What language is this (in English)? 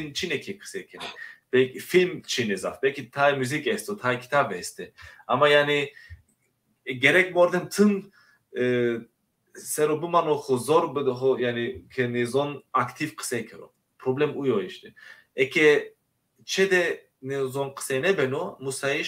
Zaza